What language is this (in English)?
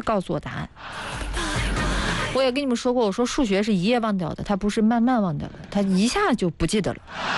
Chinese